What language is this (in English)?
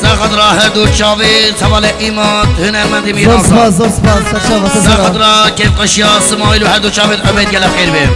Kurdish